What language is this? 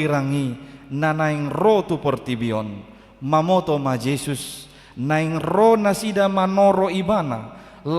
Batak Toba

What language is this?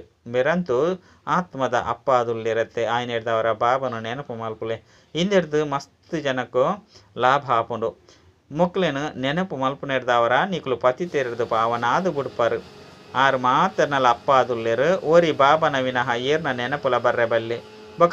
Tulu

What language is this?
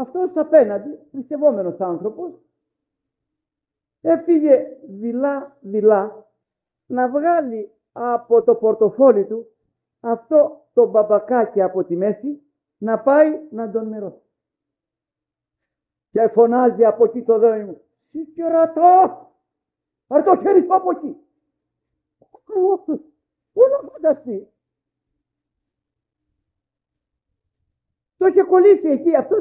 Greek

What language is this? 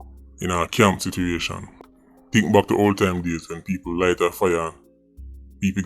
Jamaican Creole English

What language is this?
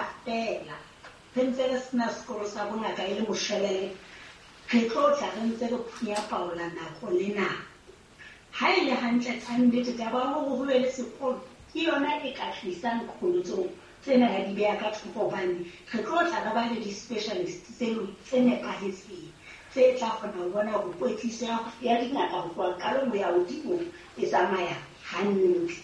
Southern Sotho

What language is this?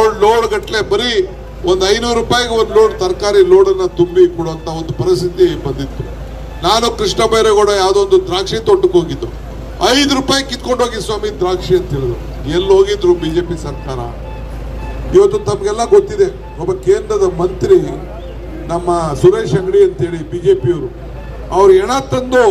Kannada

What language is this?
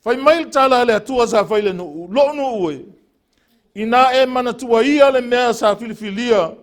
Samoan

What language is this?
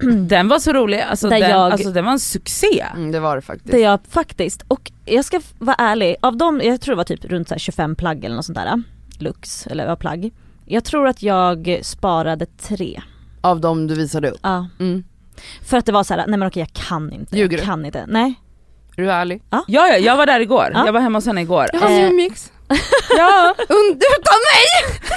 Swedish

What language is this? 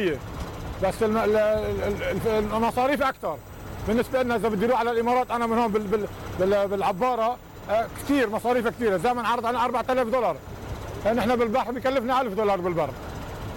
Mesopotamian Arabic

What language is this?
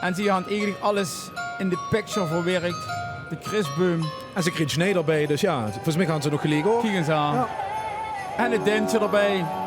Limburgish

